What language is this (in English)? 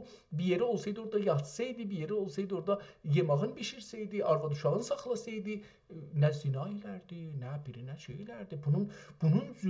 South Azerbaijani